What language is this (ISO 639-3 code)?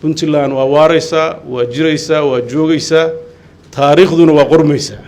som